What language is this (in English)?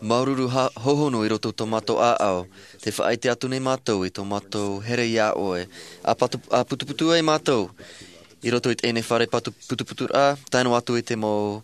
Tahitian